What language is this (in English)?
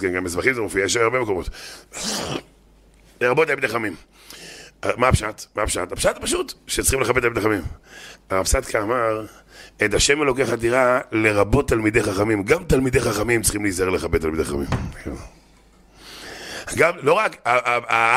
Hebrew